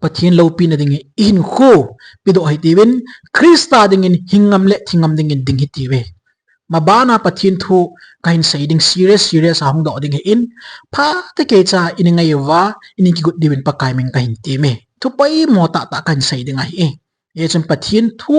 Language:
Thado Chin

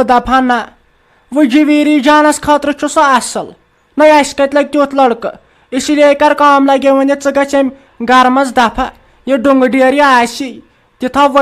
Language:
Kashmiri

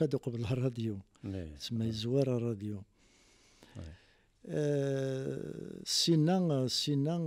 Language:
Kabyle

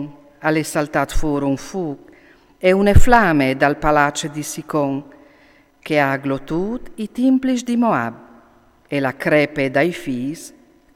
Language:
Friulian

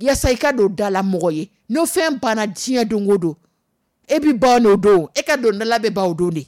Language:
Dyula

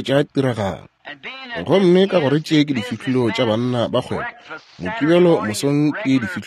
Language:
Northern Sotho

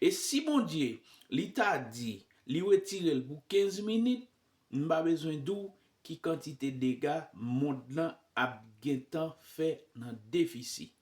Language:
Haitian Creole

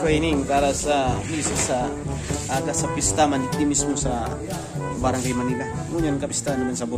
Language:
Bikol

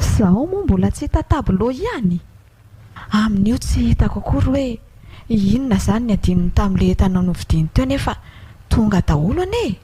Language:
Malagasy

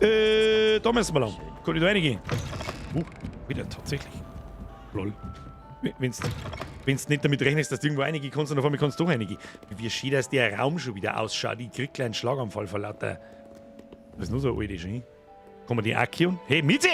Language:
Bavarian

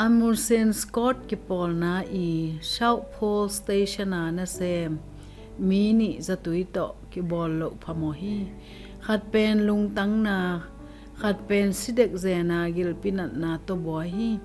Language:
Tedim Chin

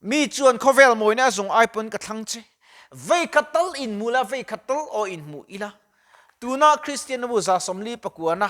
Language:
Mizo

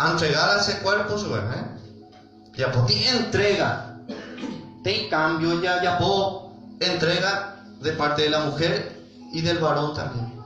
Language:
Guarani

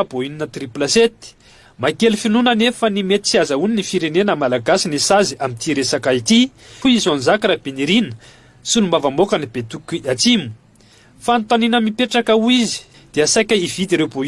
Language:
Malagasy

